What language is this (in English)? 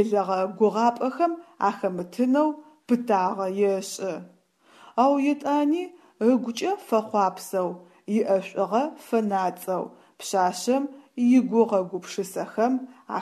Adyghe